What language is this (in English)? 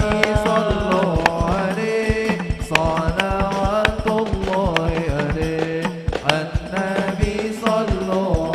Madurese